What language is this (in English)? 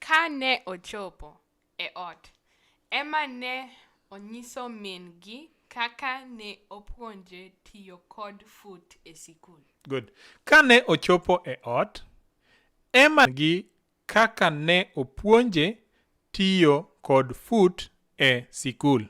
Luo (Kenya and Tanzania)